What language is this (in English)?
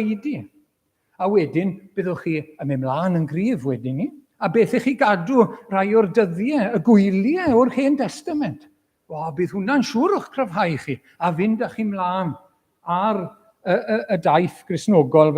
Welsh